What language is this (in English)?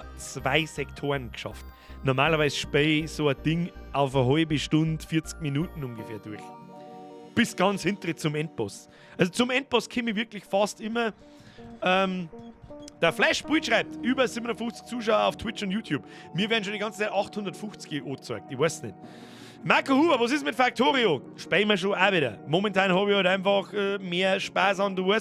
Bavarian